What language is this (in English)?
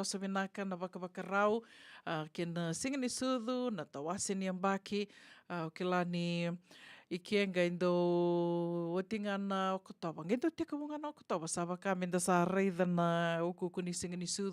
Fijian